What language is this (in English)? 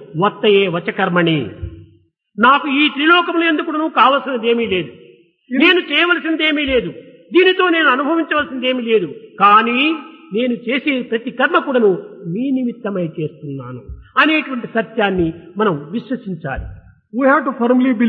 Telugu